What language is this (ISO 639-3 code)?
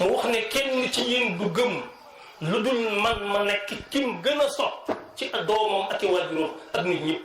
wol